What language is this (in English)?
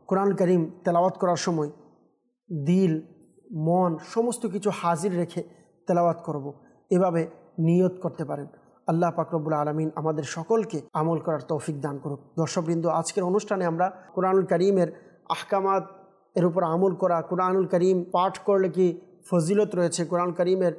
Bangla